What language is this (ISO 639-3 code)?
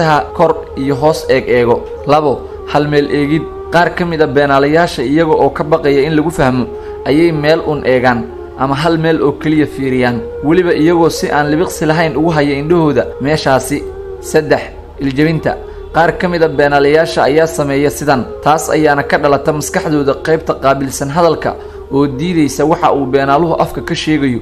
som